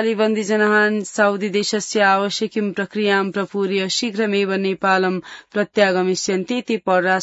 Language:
Sanskrit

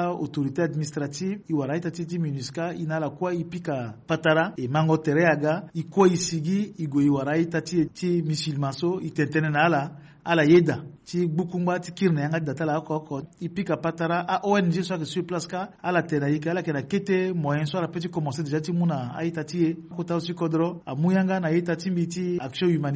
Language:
Sango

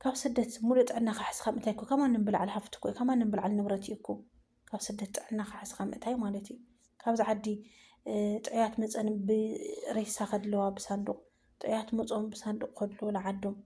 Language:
Tigrinya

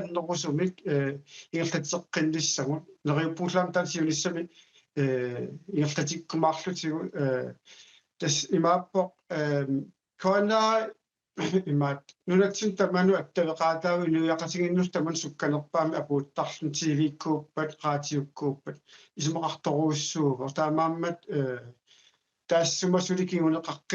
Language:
Kalaallisut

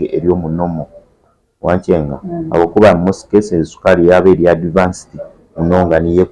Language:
Nyankole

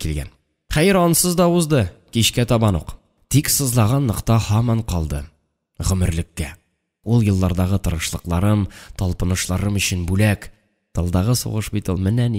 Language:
Tatar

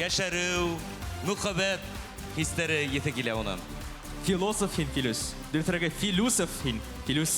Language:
Bashkir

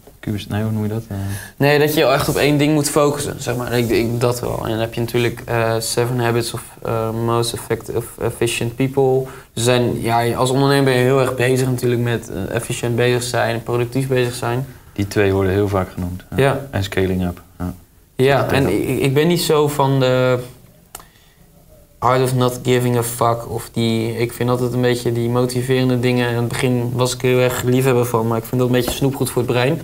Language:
Dutch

